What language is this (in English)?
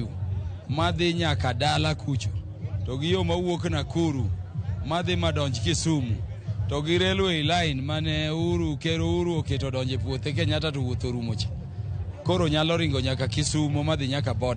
Luo (Kenya and Tanzania)